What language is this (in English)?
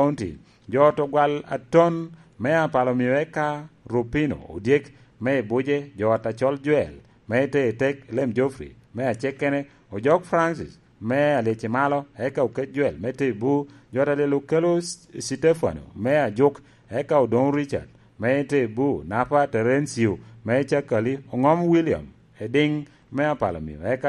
Lango (Uganda)